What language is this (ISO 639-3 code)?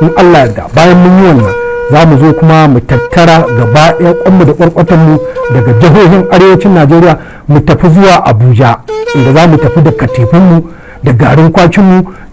hau